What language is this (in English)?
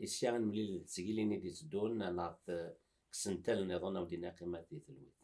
Kabyle